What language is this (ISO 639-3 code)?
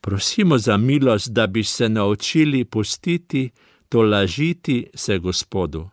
slv